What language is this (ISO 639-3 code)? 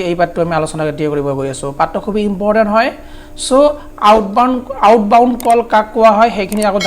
asm